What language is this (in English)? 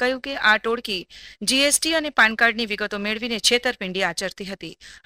Gujarati